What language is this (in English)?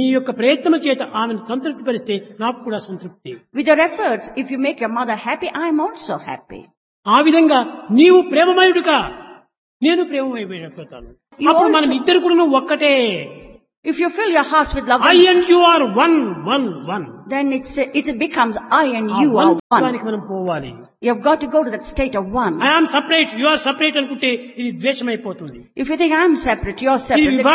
Telugu